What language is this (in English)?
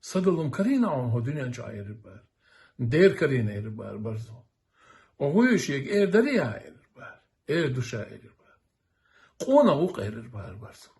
Chechen